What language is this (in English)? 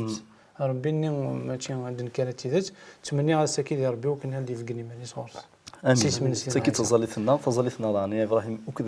Kabyle